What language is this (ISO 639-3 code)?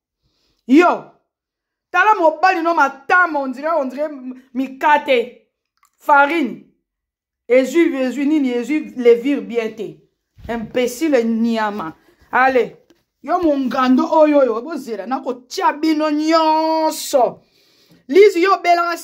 lin